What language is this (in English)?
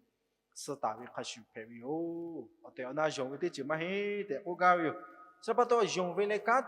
Lahu